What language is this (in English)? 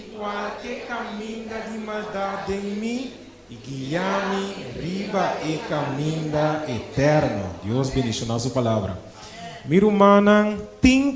Papiamento